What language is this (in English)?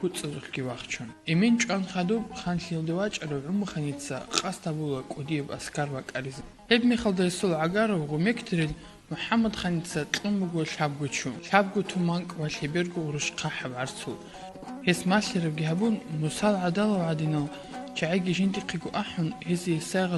Avaric